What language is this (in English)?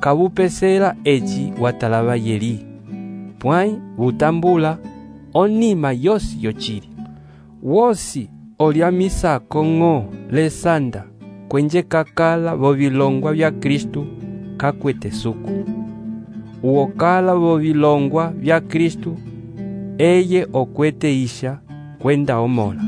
Umbundu